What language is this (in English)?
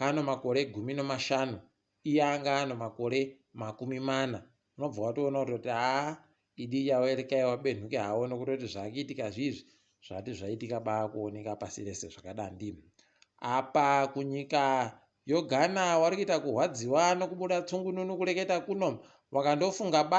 Ndau